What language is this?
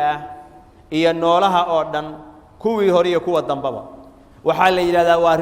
Somali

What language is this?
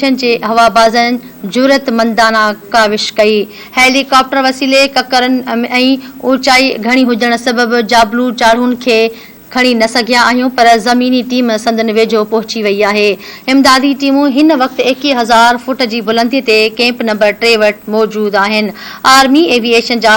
Sindhi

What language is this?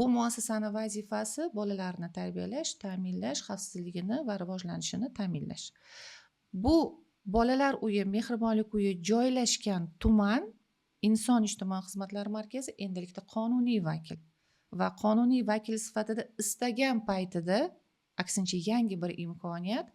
Uzbek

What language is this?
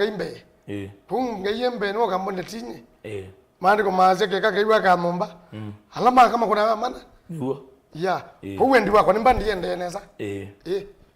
Kamba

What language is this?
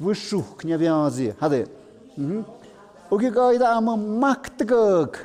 Tlahuitoltepec Mixe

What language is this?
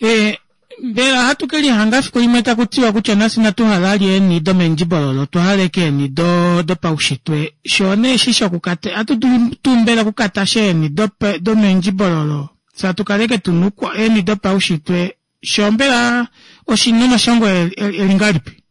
Kuanyama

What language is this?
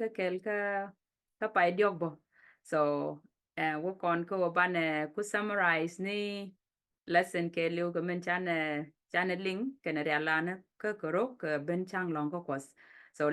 Nuer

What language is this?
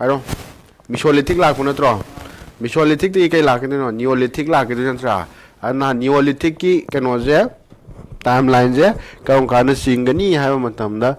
Manipuri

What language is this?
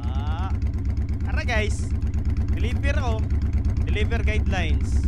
Cebuano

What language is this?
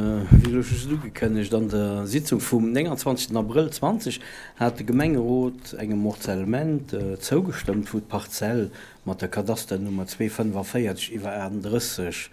Luxembourgish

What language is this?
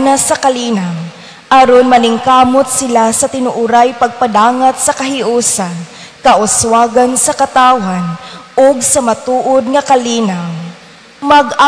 Cebuano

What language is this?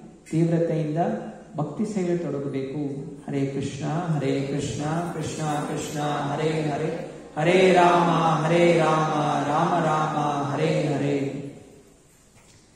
Kannada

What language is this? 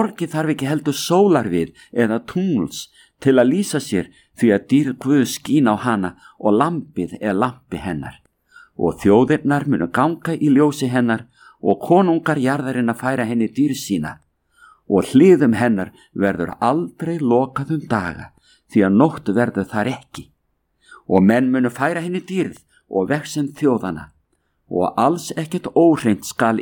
Icelandic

